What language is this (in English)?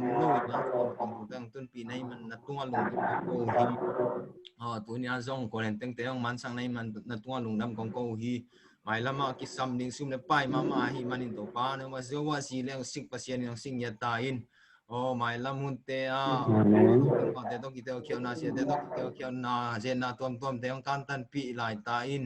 Tedim Chin